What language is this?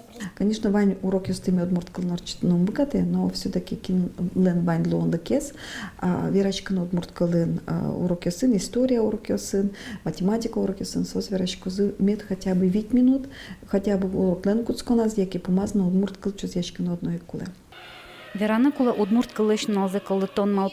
Udmurt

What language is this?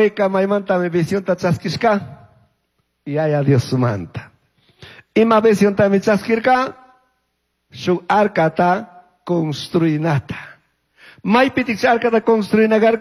Chimborazo Highland Quichua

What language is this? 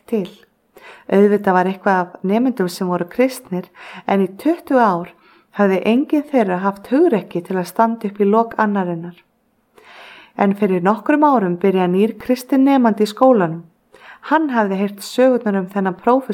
Icelandic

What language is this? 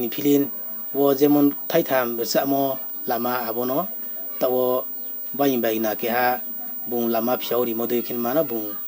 Riang (India)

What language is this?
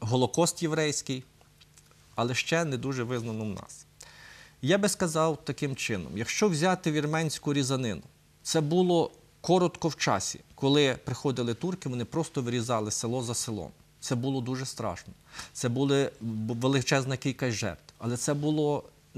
Ukrainian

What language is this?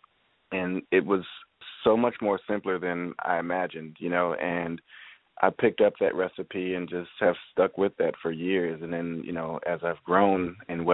English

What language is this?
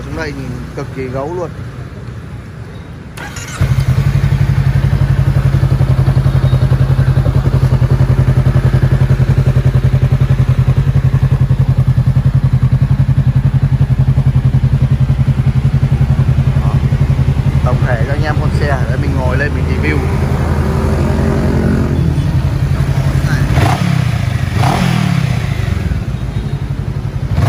Vietnamese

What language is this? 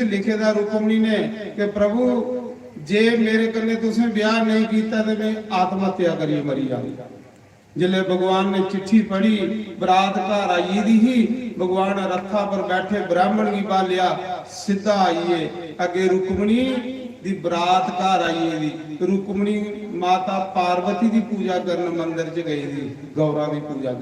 Dogri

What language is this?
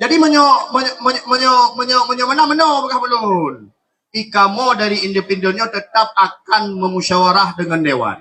Achinese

